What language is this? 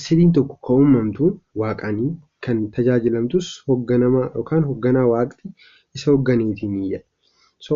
Oromo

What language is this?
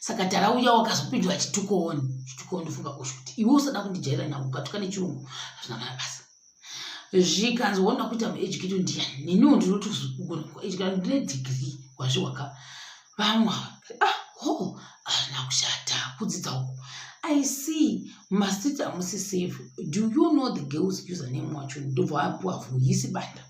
Shona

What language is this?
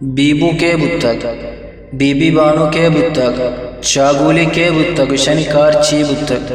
Eastern Balochi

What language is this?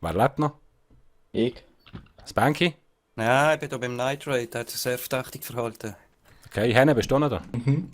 Swiss German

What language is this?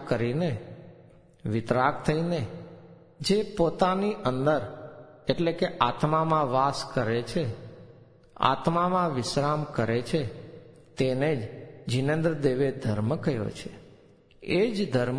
Gujarati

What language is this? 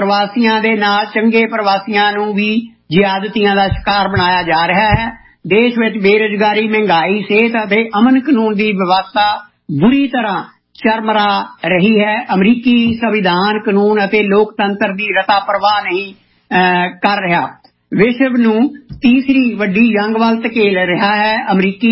Punjabi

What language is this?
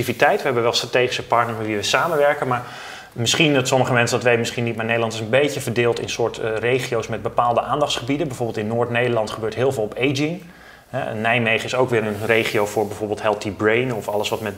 Dutch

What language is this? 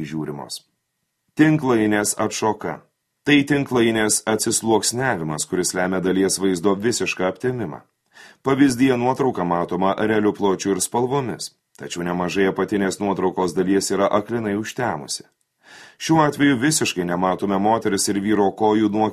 Lithuanian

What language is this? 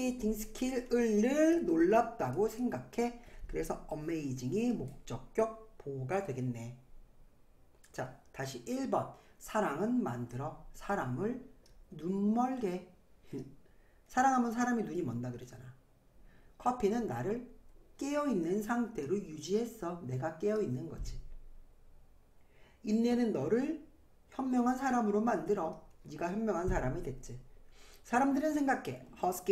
Korean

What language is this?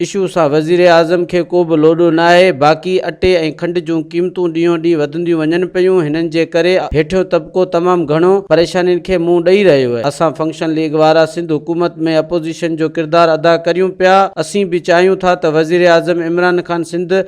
Sindhi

